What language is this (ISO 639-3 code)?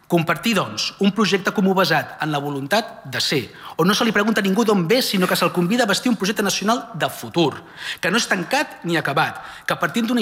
cat